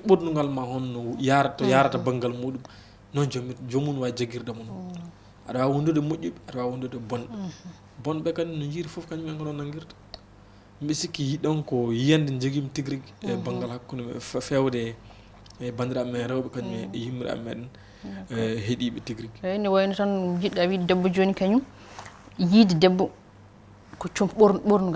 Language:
Fula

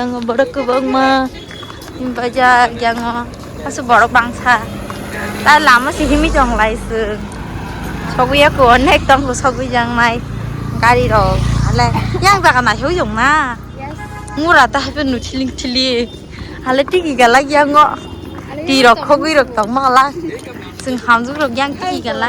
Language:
Kok Borok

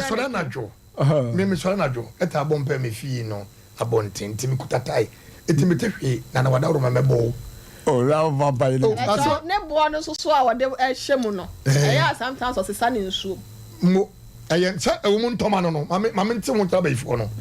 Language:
Akan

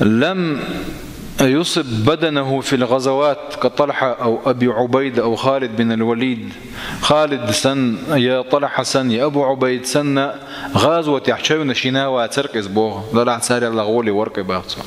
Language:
Chechen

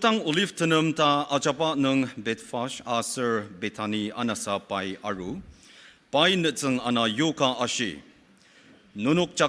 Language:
Ao Naga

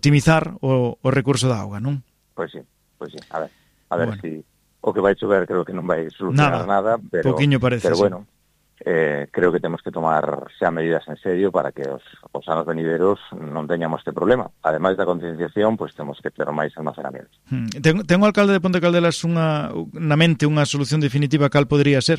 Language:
Galician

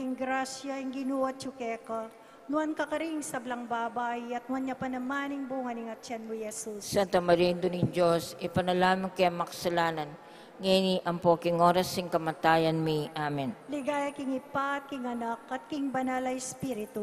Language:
Pampanga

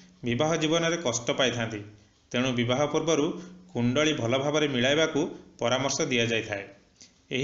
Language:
Odia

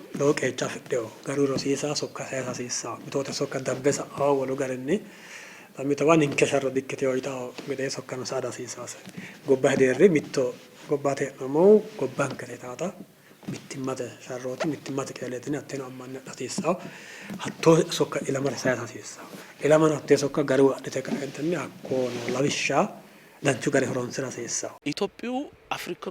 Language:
Sidamo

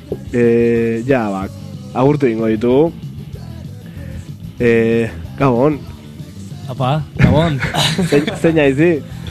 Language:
Basque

